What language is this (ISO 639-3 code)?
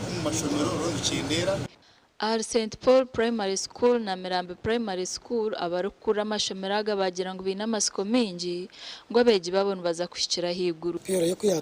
nyn